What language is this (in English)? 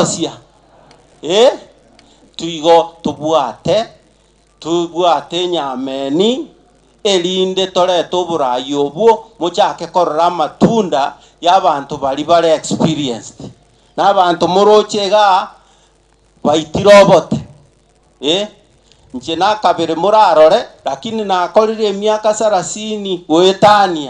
Gusii